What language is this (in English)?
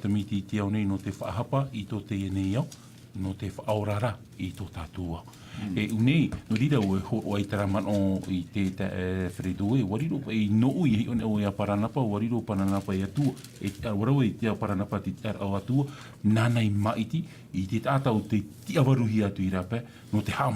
Tahitian